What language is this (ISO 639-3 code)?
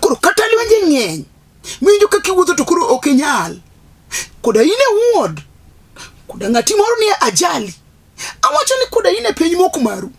luo